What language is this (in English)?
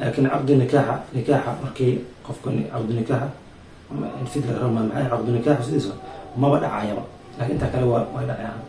Somali